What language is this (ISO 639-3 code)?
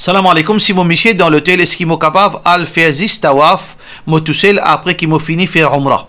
mfe